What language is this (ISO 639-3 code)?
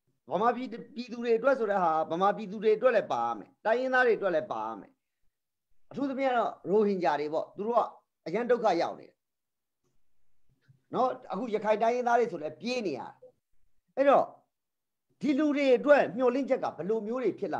mya